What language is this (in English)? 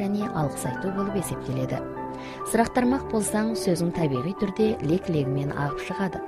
Kazakh